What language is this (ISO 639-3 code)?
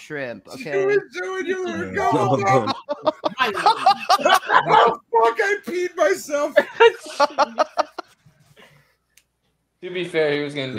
eng